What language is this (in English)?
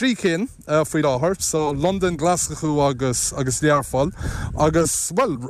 Irish